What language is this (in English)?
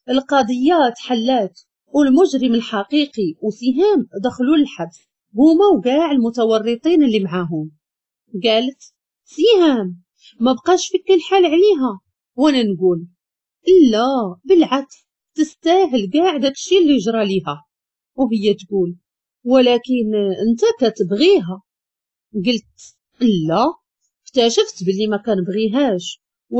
Moroccan Arabic